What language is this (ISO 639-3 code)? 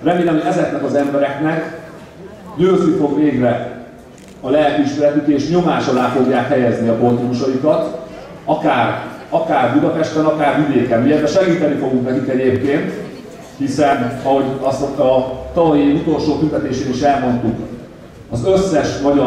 hun